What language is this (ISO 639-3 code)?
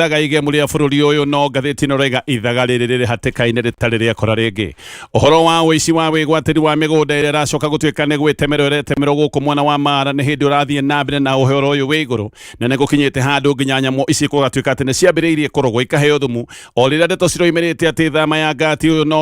kik